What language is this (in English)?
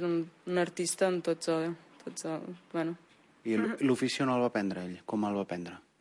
Catalan